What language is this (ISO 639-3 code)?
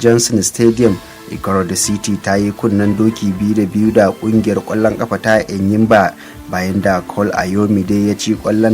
hau